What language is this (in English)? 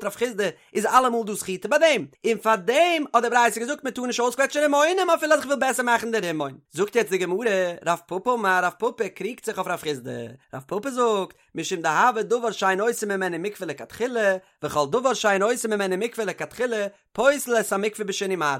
Yiddish